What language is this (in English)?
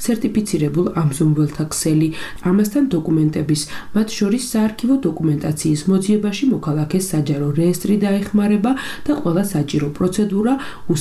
Georgian